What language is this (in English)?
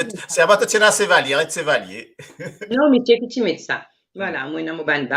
Morisyen